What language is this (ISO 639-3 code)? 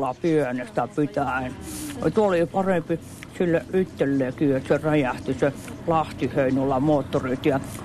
fin